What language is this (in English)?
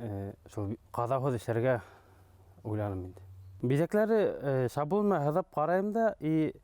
Bashkir